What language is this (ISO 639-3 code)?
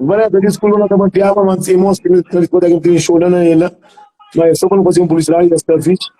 kea